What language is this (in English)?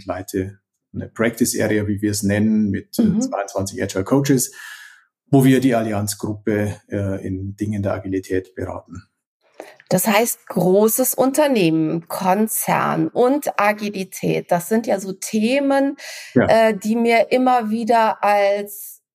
German